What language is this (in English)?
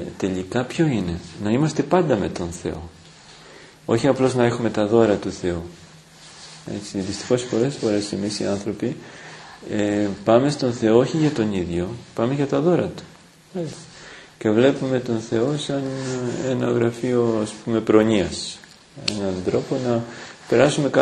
Greek